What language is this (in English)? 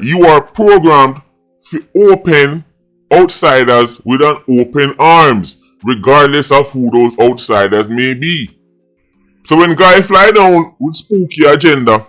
Jamaican Creole English